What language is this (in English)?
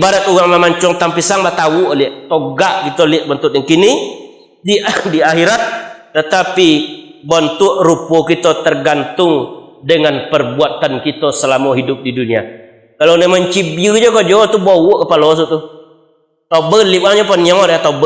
Minangkabau